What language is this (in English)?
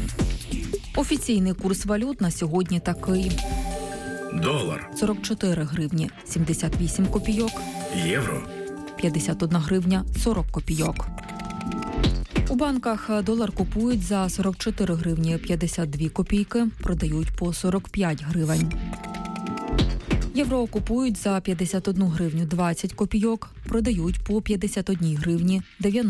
Ukrainian